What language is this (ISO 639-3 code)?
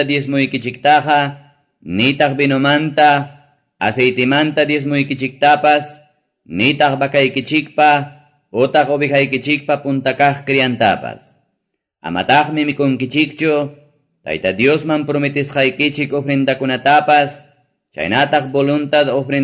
que